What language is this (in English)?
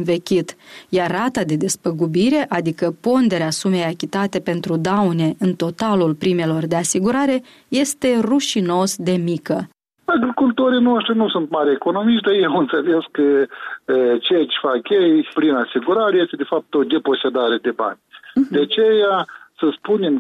Romanian